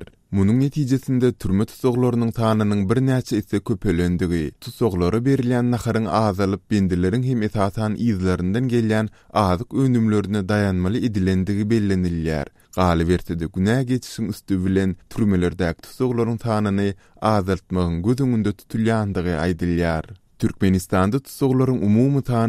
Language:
Turkmen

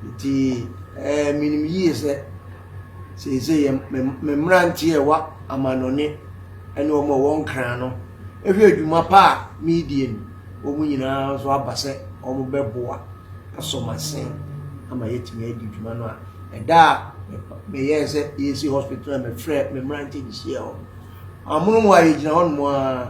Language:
Akan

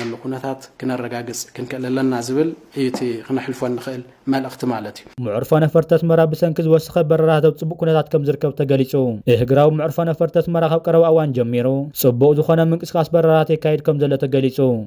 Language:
Tigrinya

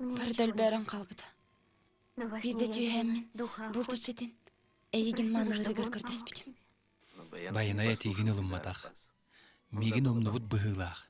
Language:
Yakut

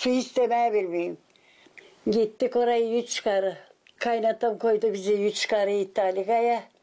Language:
Gagauz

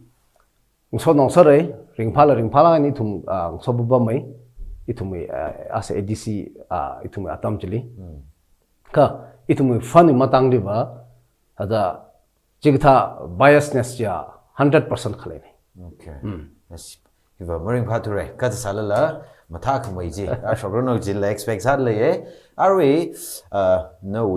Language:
Tangkhul Naga (India)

